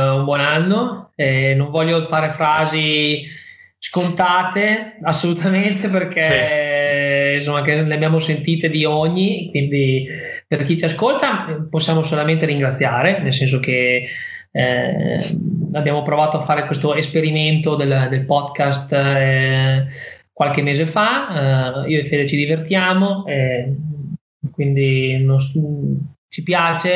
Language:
Italian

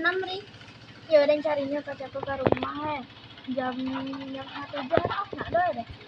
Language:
Minangkabau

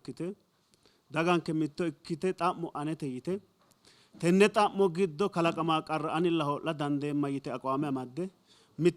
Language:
Sidamo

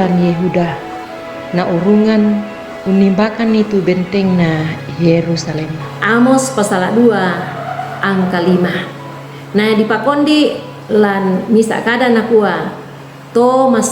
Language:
Toraja-Sa'dan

